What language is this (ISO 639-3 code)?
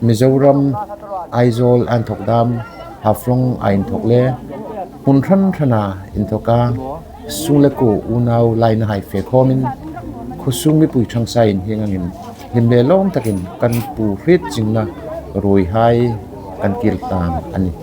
hmr